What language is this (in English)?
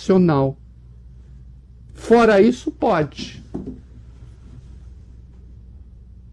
Portuguese